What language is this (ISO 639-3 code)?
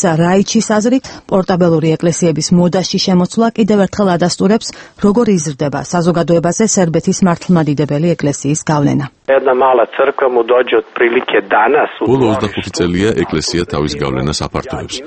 kat